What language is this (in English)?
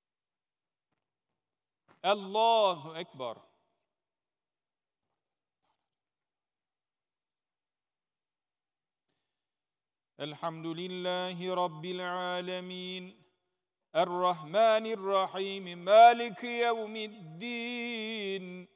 Arabic